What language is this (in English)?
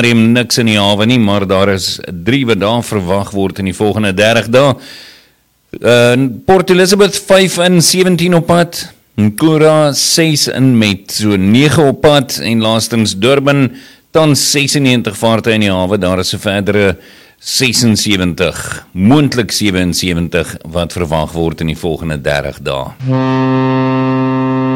Afrikaans